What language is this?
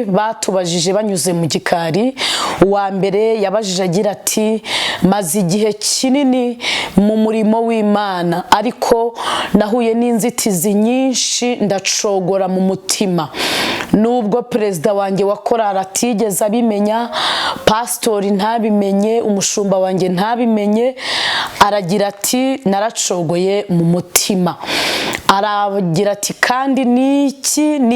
Kinyarwanda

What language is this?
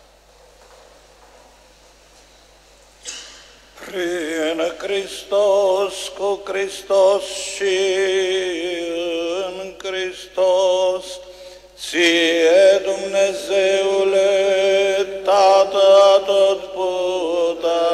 Romanian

